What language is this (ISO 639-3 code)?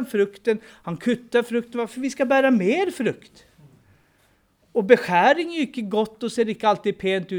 nor